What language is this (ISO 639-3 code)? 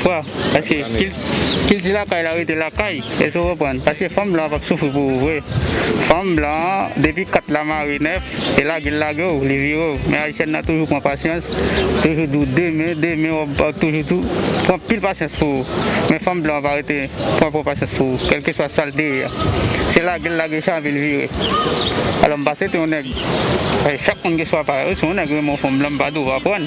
hat